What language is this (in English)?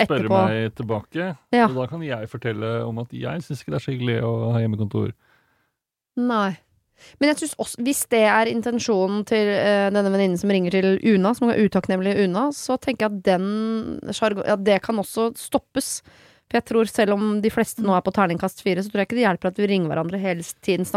Norwegian